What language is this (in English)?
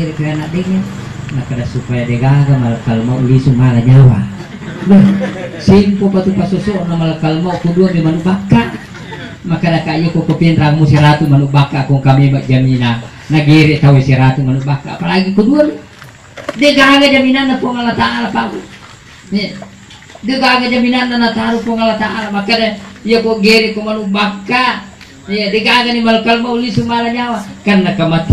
Buginese